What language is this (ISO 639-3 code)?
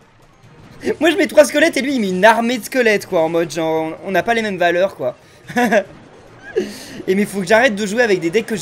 fra